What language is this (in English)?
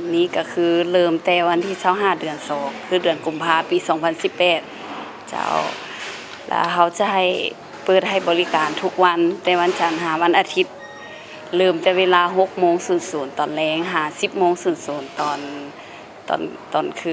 Lao